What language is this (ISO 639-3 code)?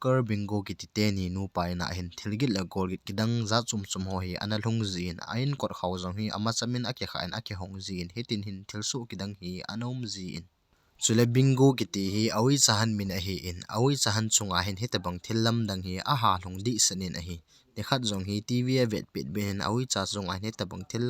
tcz